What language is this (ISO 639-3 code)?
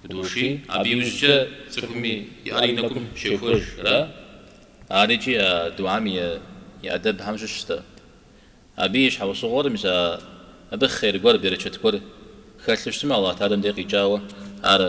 kbd